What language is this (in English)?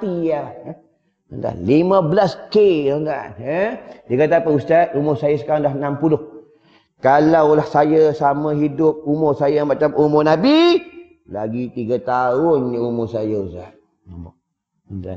Malay